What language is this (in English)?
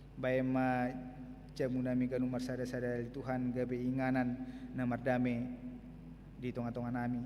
Batak Toba